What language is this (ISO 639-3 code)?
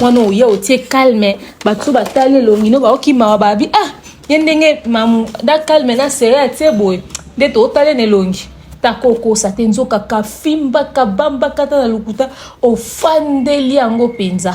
lin